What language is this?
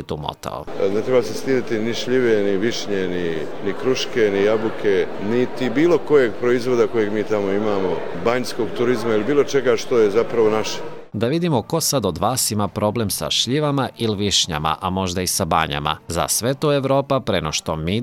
Serbian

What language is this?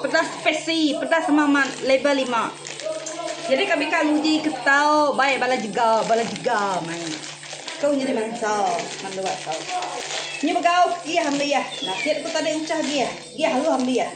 Iban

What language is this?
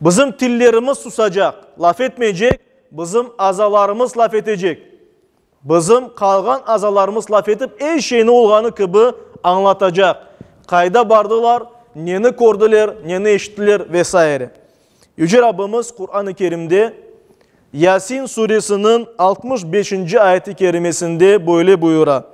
Crimean Tatar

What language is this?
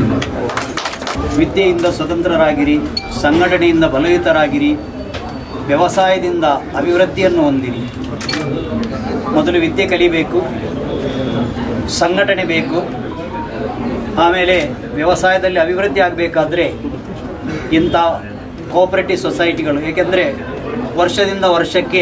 Kannada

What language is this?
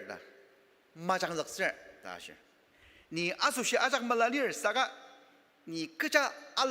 Ao Naga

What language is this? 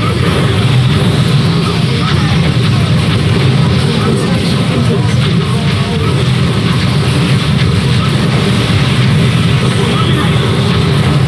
English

